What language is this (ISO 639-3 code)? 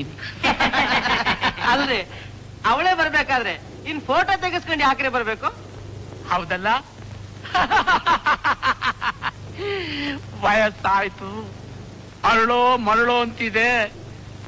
kan